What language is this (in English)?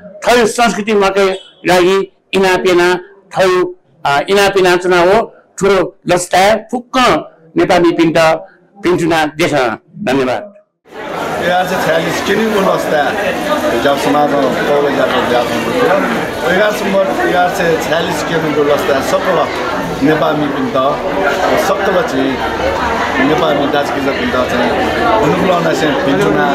Newari